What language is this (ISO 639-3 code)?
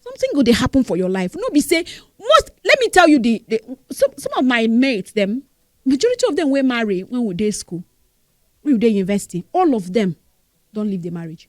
pcm